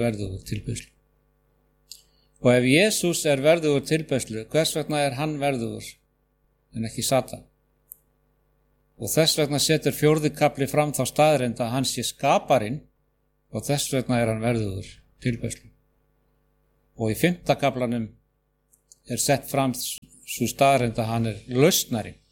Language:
Icelandic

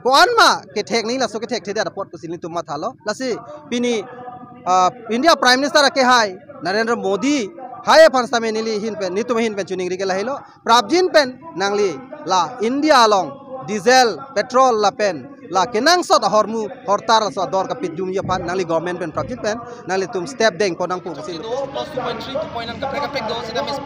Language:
Karbi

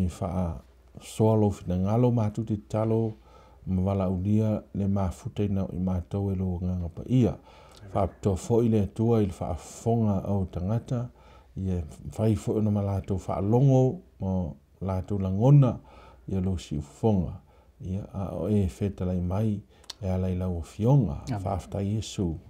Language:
Samoan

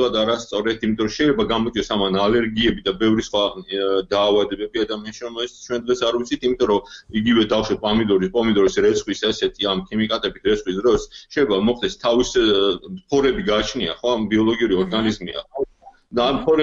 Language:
Georgian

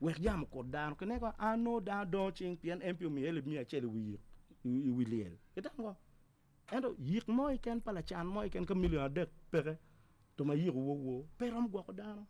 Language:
Acoli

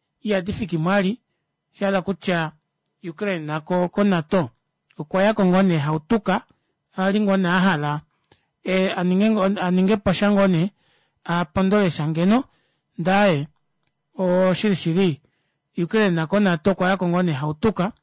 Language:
Kuanyama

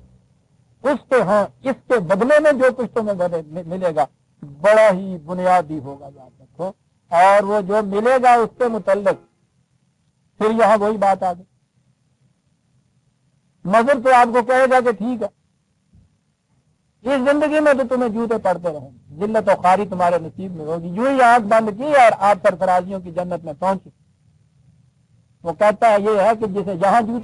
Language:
Urdu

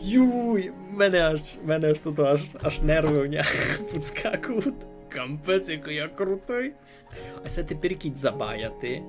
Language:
Rusyn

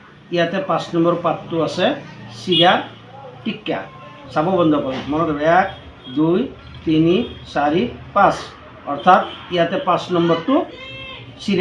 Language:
Assamese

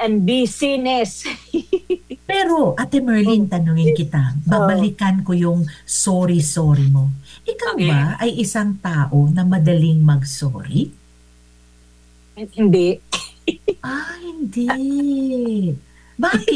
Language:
Filipino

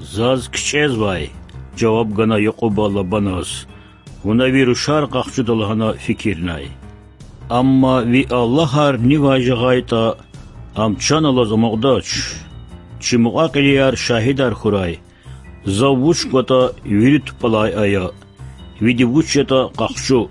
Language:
Lezghian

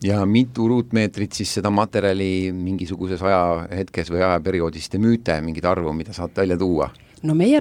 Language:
Estonian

